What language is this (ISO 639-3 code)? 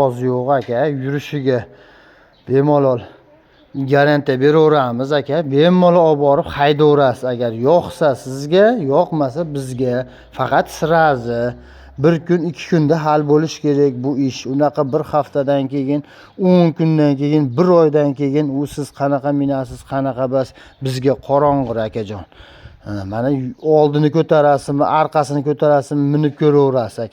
uzb